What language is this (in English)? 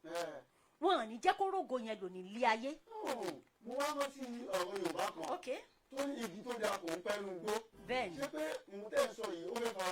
Yoruba